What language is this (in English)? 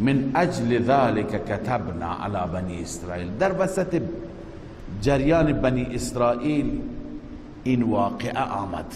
Persian